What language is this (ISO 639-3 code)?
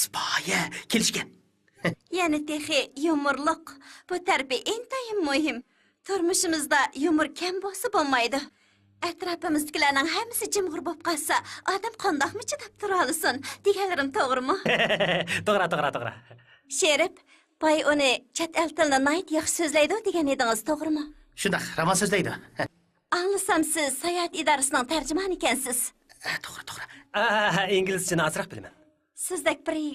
uig